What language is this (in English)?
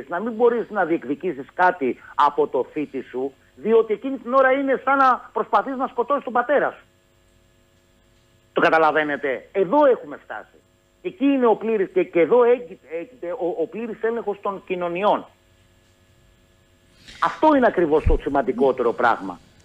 Greek